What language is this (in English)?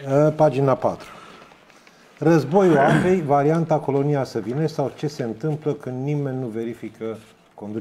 Romanian